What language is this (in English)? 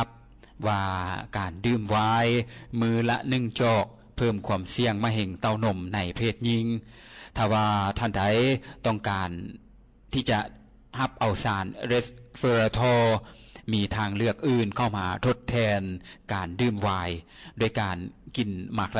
Lao